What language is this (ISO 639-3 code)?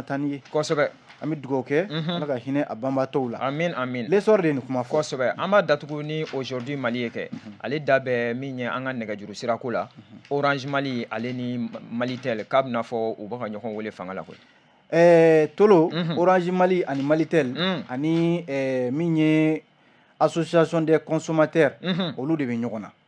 bam